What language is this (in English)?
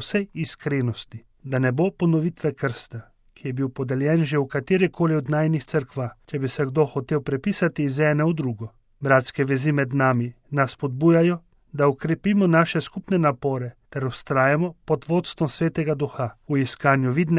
Slovenian